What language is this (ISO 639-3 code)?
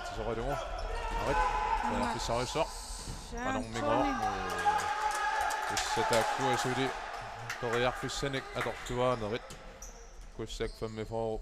kal